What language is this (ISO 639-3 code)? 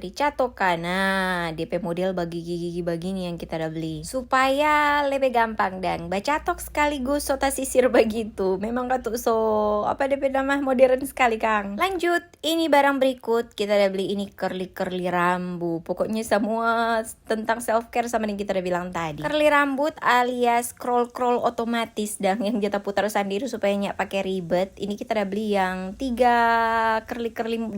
xmm